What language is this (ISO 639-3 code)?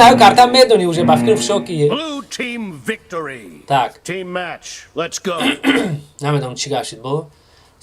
tgk